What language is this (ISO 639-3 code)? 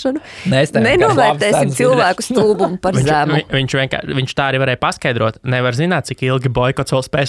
lav